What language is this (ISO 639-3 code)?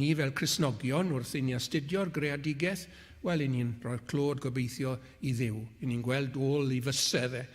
cym